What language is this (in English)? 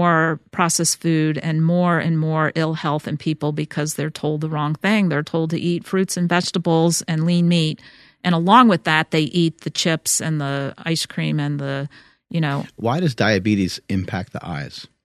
English